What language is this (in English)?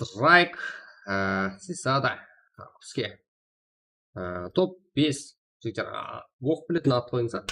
Kara-Kalpak